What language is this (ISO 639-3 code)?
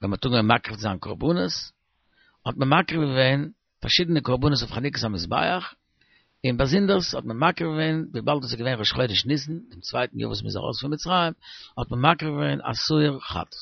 yid